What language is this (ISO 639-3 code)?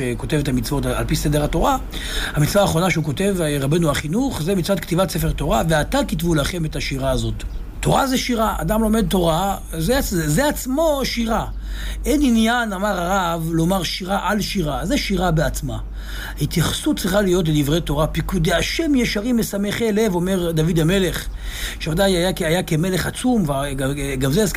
heb